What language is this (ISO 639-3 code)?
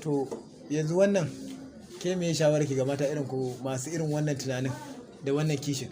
hau